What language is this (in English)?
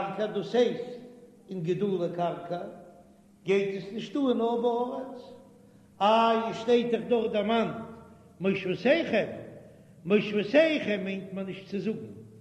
Yiddish